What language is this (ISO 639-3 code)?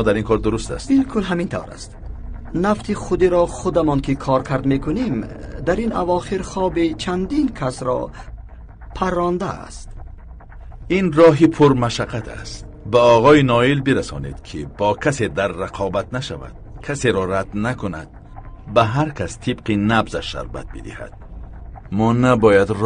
fas